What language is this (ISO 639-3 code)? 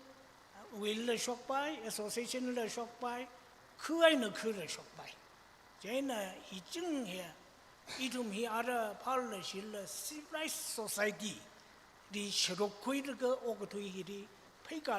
nmf